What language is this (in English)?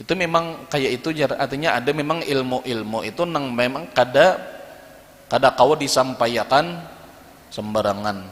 Banjar